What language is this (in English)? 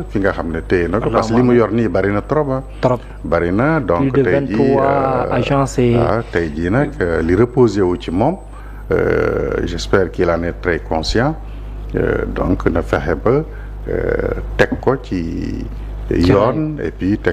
Wolof